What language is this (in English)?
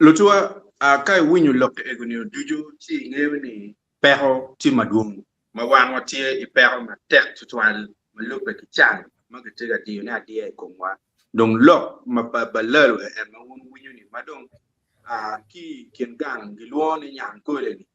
Acoli